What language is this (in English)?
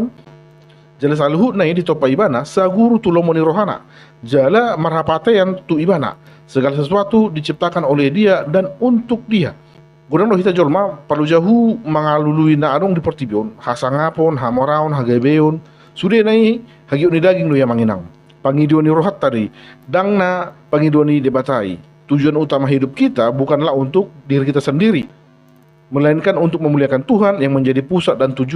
Batak Toba